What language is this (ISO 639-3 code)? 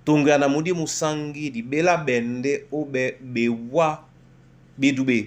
dua